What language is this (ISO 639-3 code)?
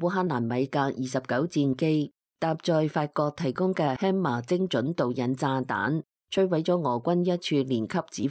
yue